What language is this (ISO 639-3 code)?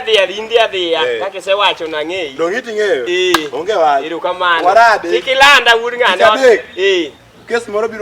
luo